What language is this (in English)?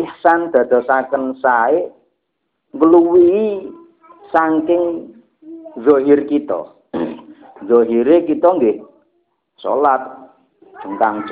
Javanese